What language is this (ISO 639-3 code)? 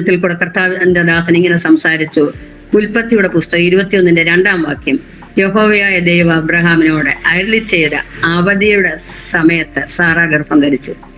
mal